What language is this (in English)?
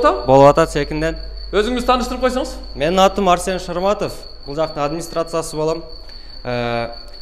Kyrgyz